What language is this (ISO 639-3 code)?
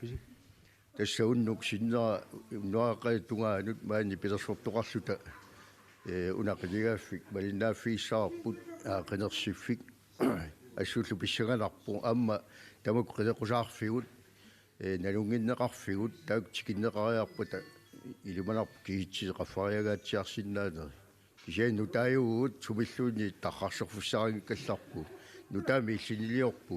kal